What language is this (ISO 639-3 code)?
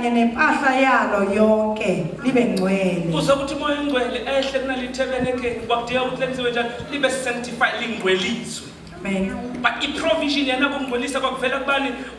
zul